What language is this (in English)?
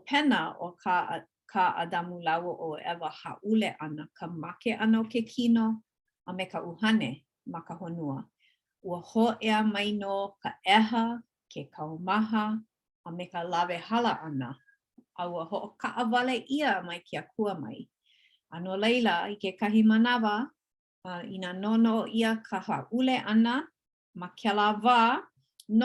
Hawaiian